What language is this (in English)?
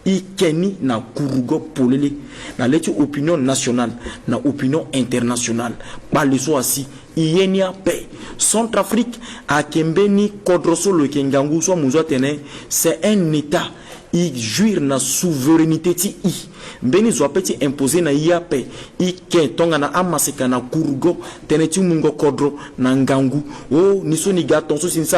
Sango